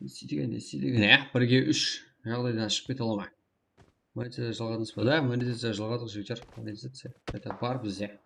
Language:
Kara-Kalpak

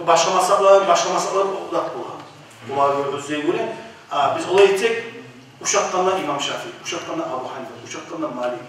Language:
Kumyk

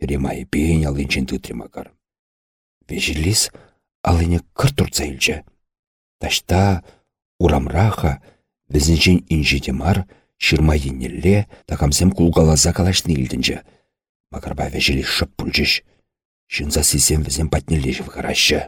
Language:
Chuvash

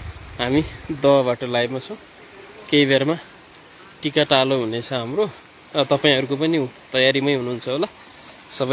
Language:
Nepali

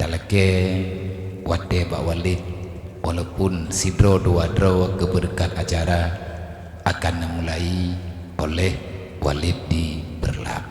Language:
Achinese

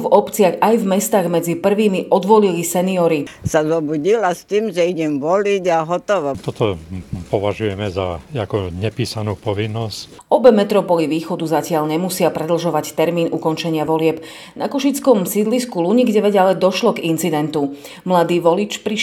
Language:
Slovak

